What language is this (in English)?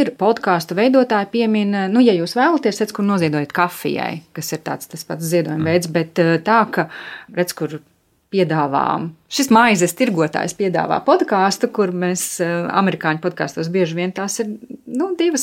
Latvian